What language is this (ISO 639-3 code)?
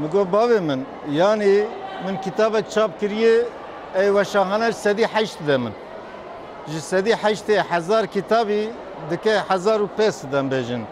kur